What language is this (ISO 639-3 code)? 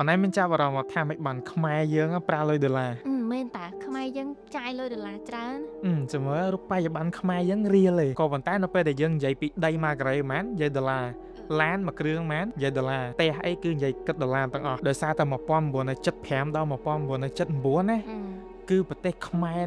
khm